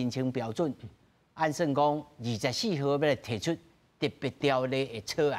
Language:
Min Nan Chinese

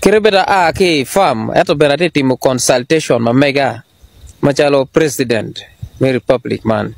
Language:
Acoli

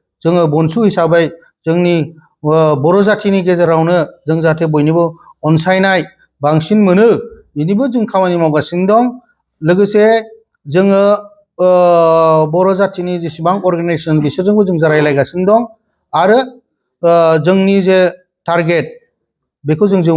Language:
Bodo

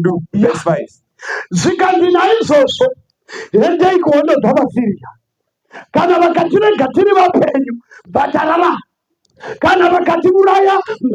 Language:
Shona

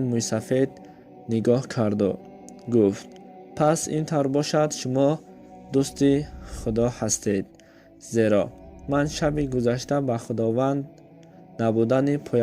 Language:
Tajik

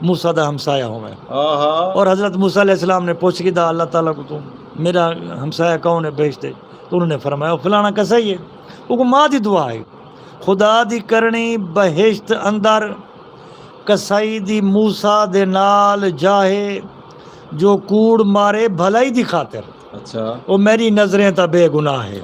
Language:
Saraiki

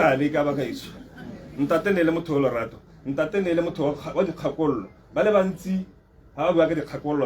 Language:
Tswana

